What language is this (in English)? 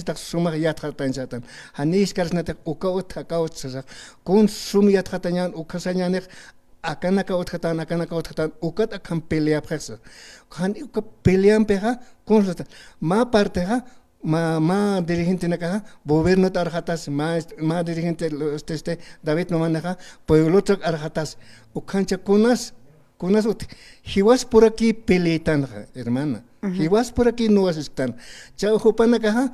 Aymara